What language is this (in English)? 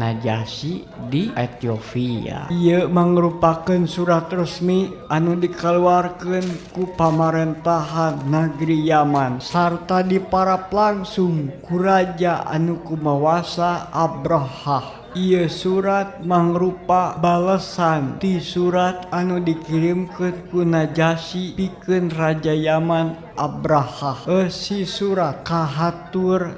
Sundanese